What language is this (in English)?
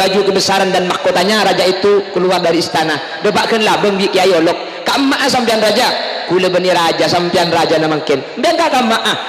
Madurese